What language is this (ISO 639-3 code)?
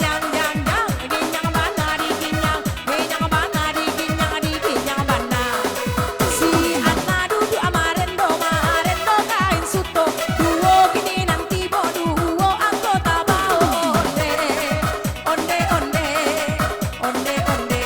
min